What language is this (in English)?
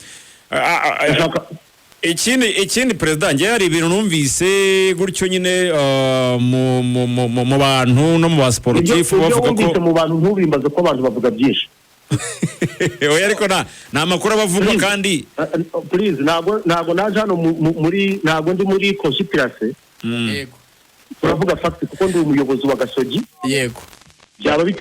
Kinyarwanda